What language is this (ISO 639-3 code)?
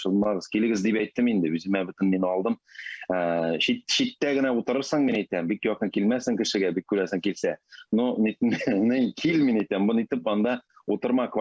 tat